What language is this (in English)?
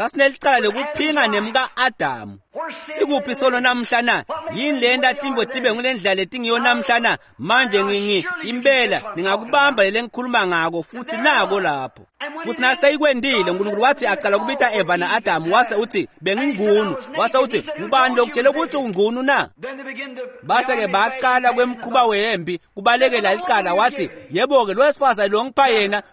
Swati